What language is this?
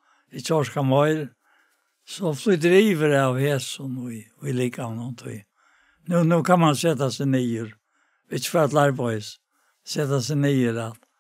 Faroese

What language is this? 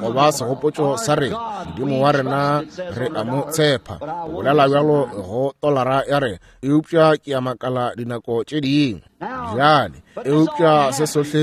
Northern Sotho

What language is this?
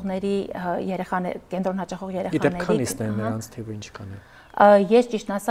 Armenian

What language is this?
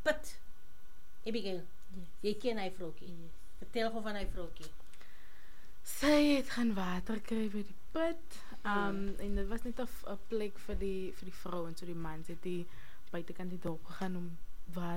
Afrikaans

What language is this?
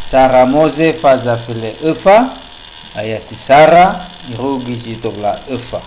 Nias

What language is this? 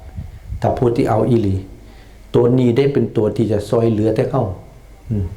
Lao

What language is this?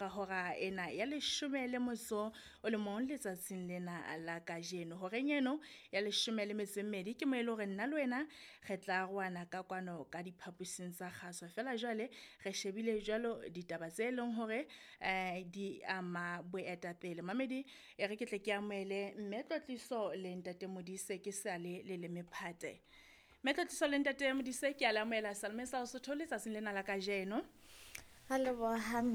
Southern Sotho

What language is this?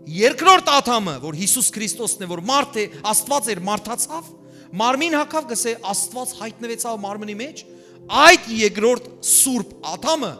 Western Armenian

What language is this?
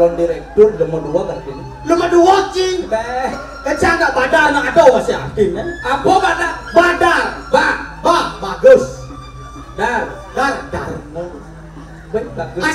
Balinese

